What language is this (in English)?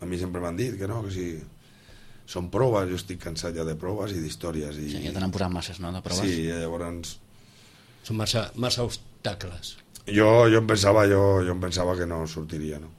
Catalan